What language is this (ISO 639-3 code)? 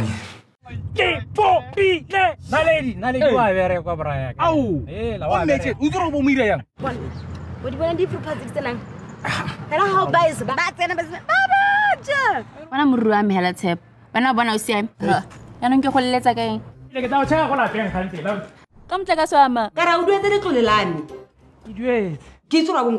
tsn